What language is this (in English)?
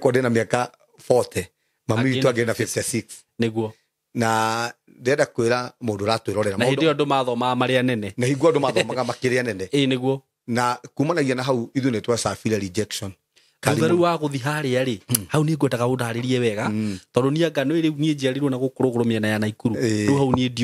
Kikuyu